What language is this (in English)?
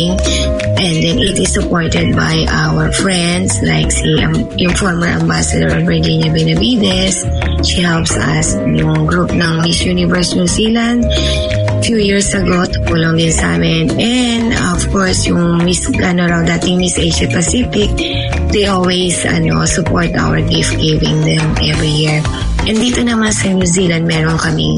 Filipino